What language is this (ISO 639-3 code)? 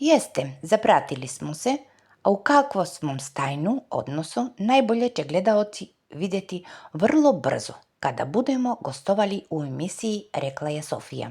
srp